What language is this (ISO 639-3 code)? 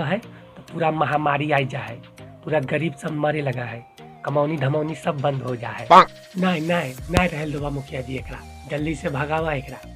mag